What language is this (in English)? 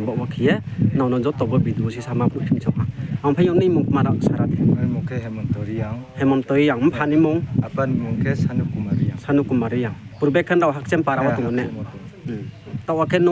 Riang (India)